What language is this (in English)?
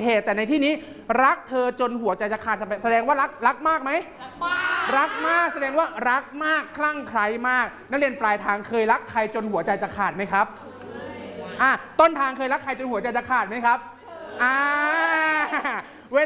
Thai